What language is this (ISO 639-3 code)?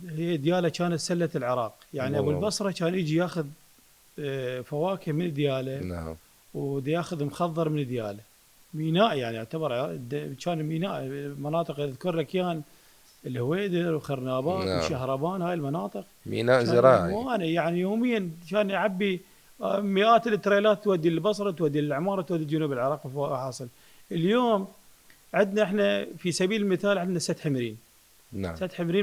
acm